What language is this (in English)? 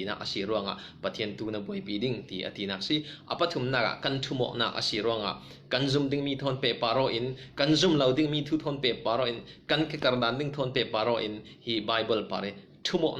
Falam Chin